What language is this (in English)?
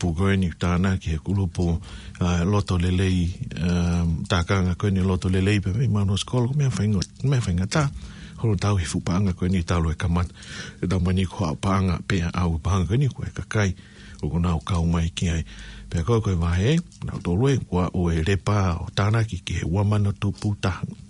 Tongan